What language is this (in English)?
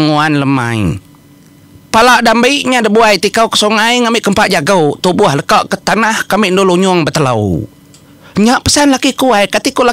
Iban